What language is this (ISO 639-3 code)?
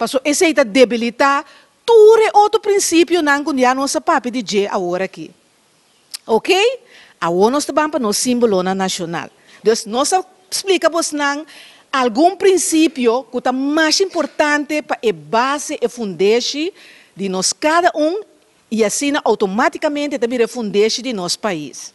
pap